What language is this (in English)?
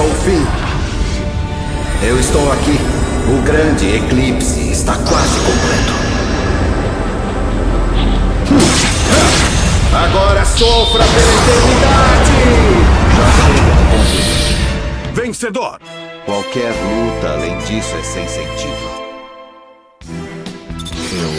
Portuguese